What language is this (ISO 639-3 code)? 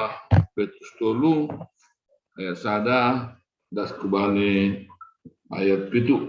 bts